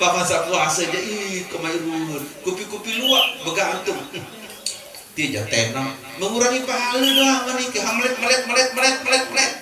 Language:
Sasak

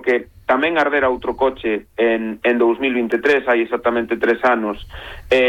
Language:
Galician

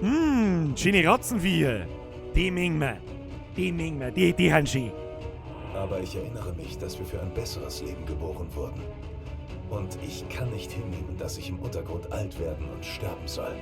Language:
Bavarian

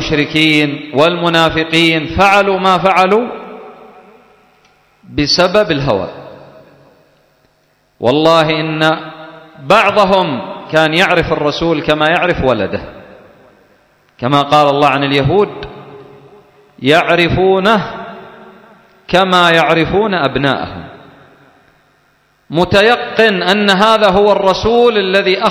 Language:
Arabic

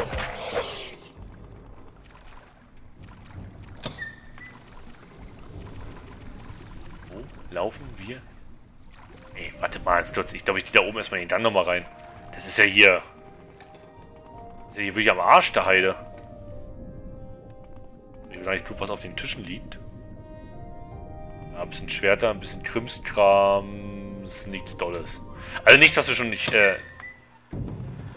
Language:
German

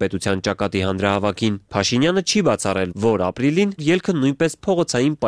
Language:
Armenian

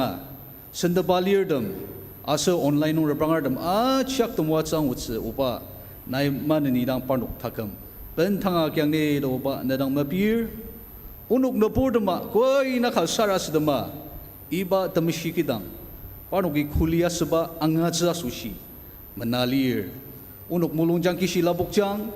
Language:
Ao Naga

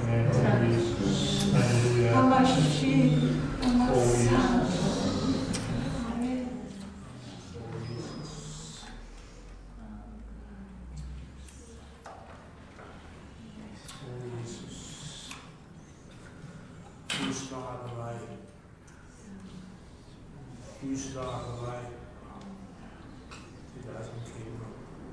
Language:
Danish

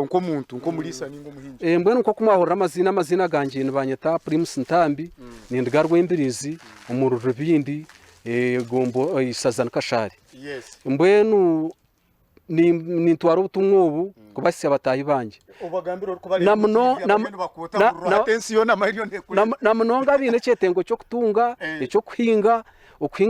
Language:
Nyankole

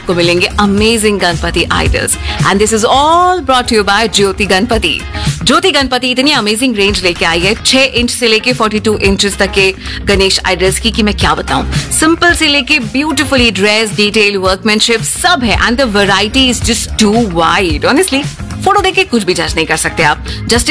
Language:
Hindi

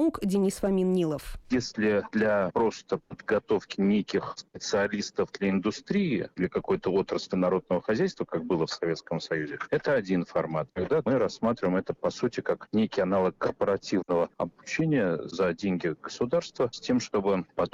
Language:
Russian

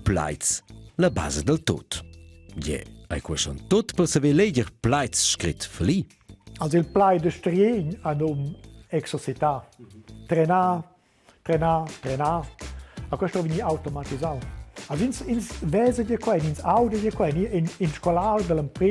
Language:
Romansh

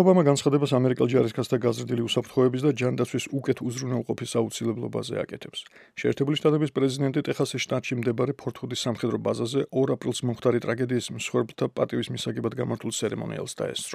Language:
Georgian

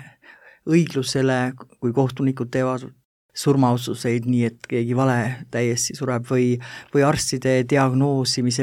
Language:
Estonian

